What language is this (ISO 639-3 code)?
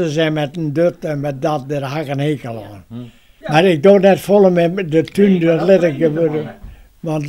fry